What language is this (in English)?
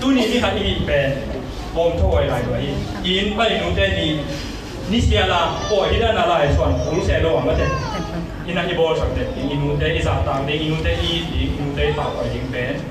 Tedim Chin